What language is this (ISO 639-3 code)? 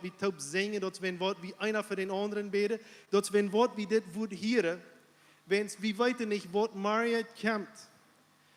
pdt